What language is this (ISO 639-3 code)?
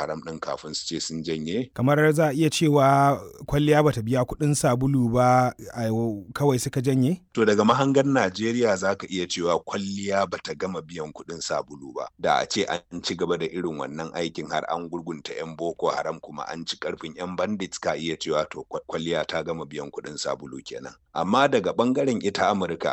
hau